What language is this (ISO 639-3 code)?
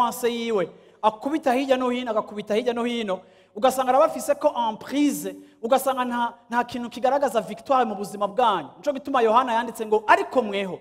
run